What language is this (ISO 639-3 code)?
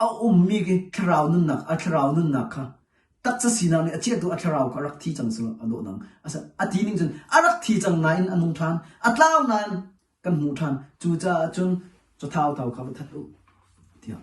cnh